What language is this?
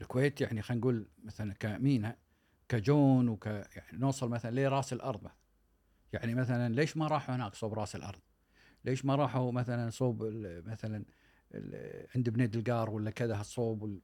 Gulf Arabic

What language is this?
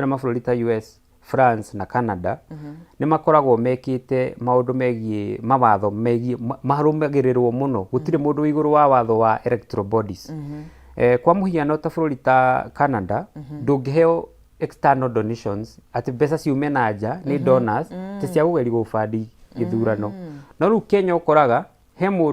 Kikuyu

